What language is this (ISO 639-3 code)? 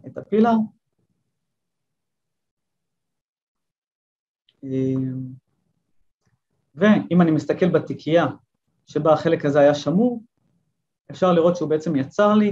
heb